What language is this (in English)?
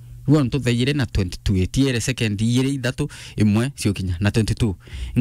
Meru